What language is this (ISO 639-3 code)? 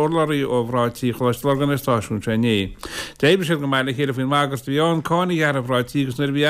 gle